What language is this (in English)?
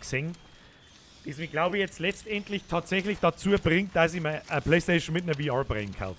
Bavarian